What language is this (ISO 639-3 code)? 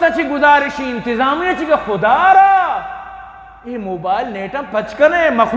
bgp